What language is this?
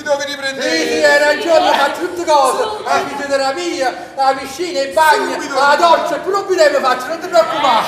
Neapolitan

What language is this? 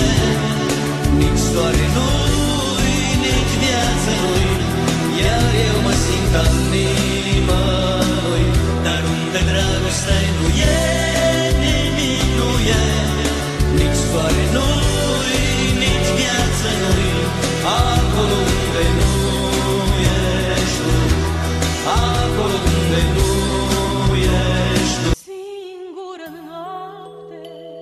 Romanian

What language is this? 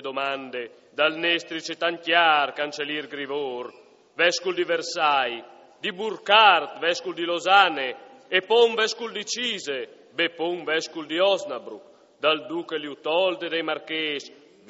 Friulian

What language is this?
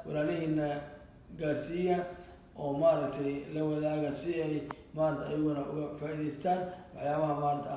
Somali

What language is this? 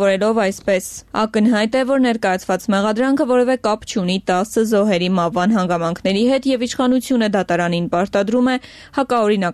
Armenian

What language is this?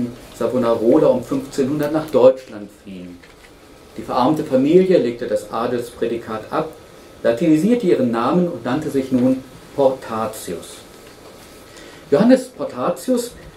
German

